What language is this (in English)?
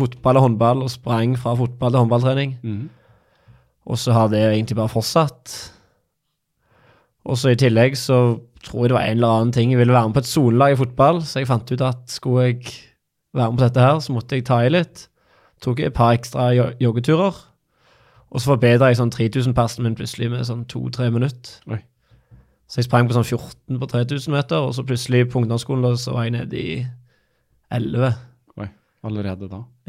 Norwegian